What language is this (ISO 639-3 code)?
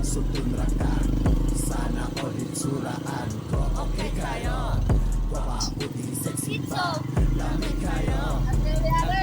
ceb